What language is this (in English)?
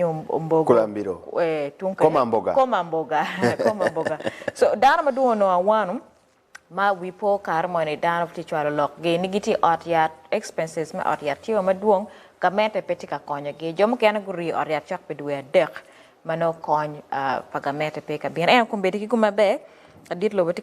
Acoli